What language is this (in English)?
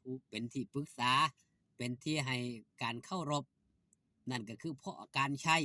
Northeastern Thai